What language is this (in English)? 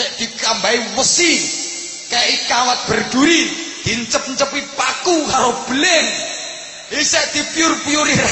Javanese